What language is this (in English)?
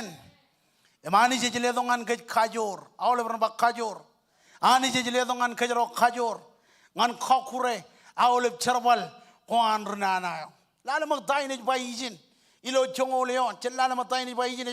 Marshallese